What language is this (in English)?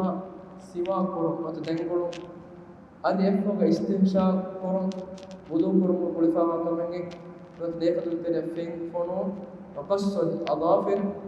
Divehi